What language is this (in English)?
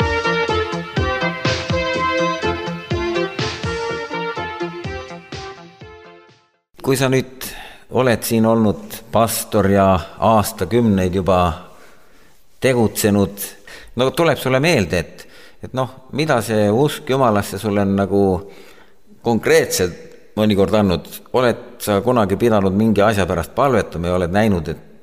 Estonian